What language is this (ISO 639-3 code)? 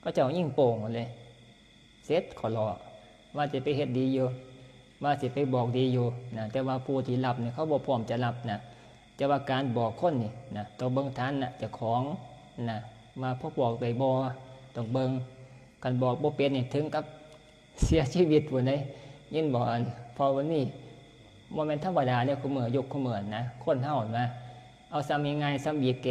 tts